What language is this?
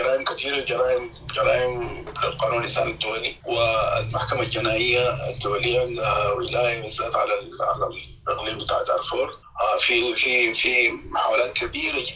Sudanese Arabic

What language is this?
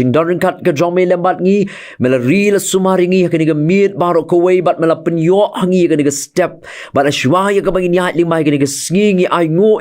Khasi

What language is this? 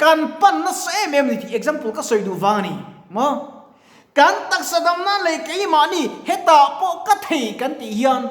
Mizo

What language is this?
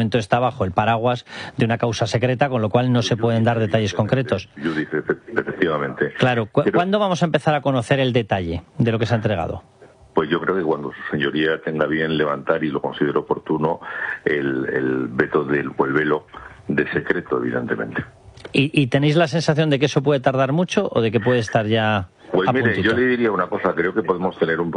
Spanish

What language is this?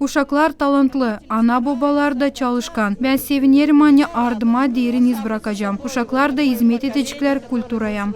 Gagauz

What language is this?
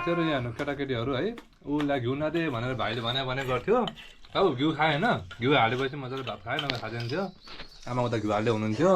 Nepali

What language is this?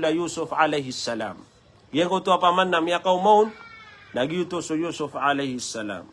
Maranao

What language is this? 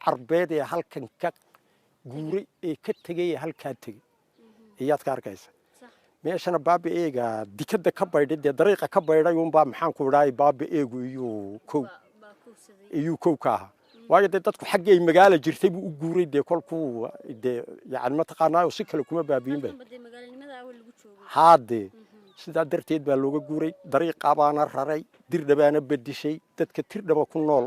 Somali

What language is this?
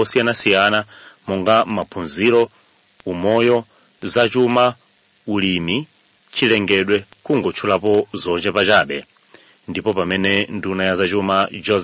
Nyanja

